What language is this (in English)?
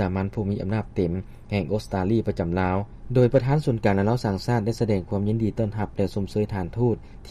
Lao